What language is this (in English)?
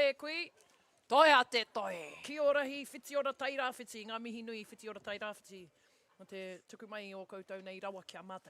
Māori